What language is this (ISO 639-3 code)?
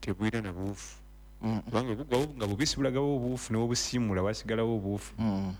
lug